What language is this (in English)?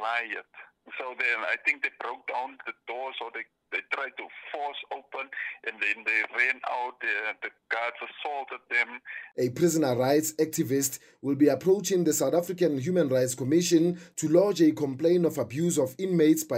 English